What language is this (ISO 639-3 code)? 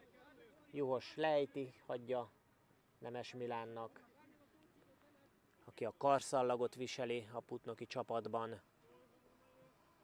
hun